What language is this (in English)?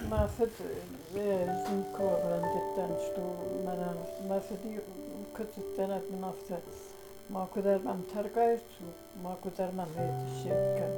Ossetic